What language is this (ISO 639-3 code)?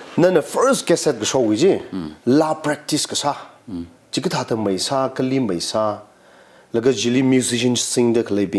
nmf